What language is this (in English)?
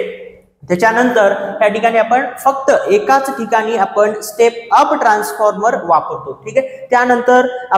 Marathi